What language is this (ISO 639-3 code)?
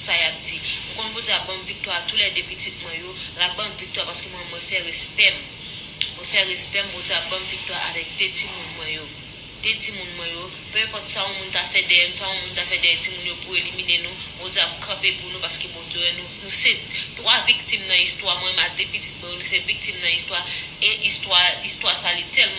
hat